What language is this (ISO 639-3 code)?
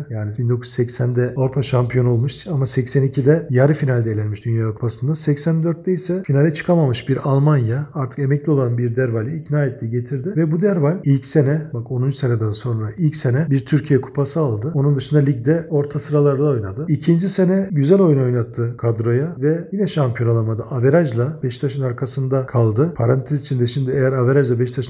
tur